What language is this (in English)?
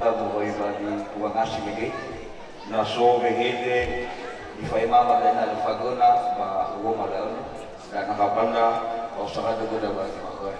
Nias